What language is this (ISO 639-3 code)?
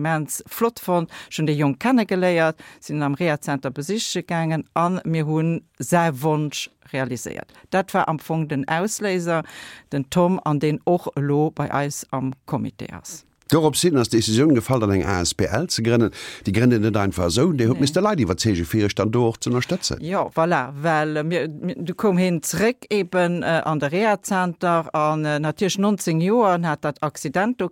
ltz